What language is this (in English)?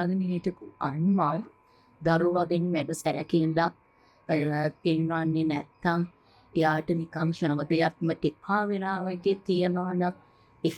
Sinhala